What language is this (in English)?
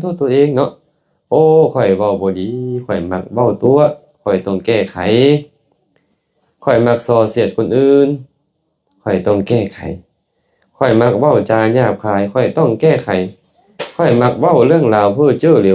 Lao